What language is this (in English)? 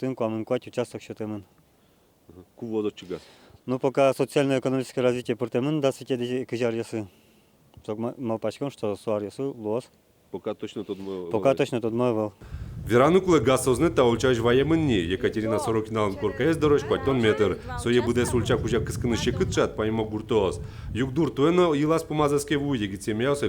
Udmurt